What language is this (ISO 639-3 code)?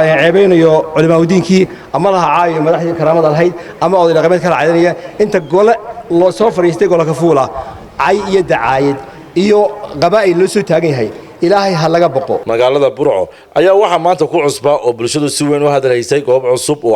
som